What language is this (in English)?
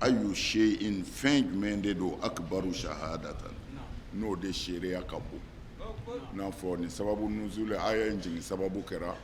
Bambara